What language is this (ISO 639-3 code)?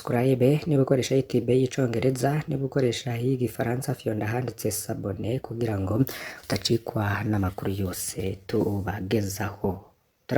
run